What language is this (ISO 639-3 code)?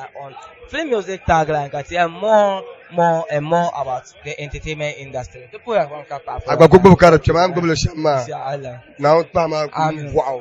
dag